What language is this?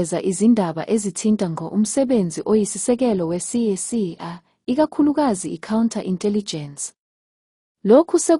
Zulu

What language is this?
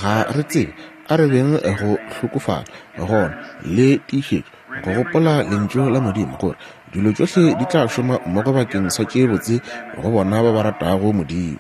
Northern Sotho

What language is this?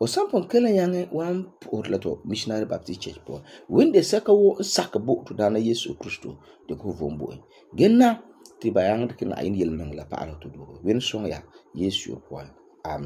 Frafra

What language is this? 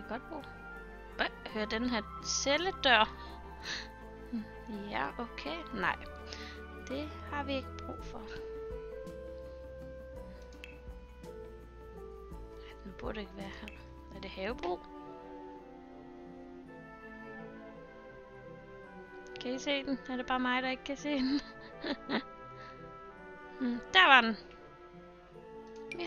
Danish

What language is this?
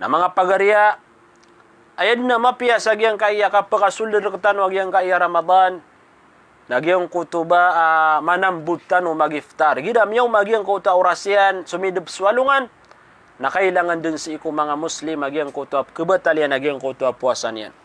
Maranao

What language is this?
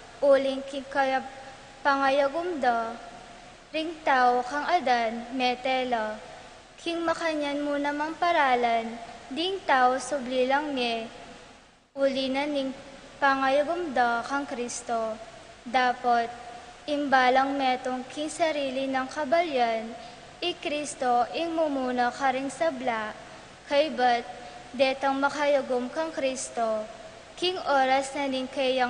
Pampanga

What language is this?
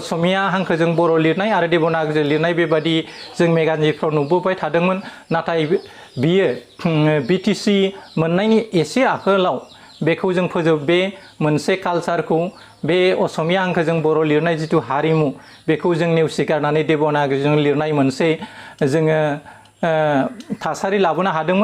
Bodo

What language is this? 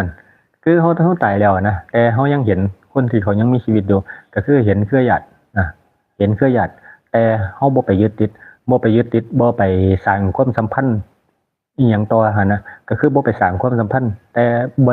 Northeastern Thai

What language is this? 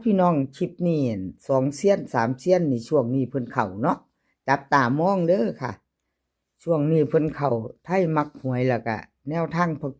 Northeastern Thai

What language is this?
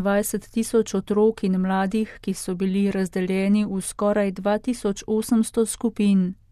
Slovenian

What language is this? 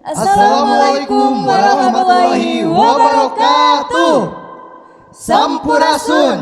Sundanese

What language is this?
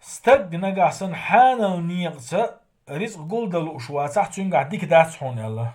Chechen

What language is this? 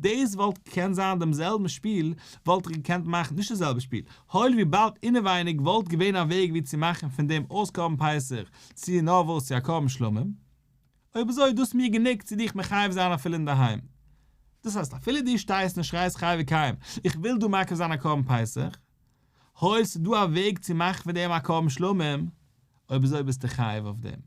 Yiddish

